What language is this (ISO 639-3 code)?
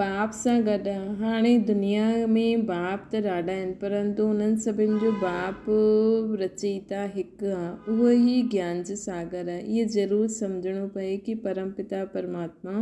snd